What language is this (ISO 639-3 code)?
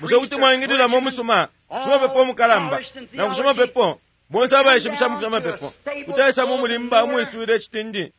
bem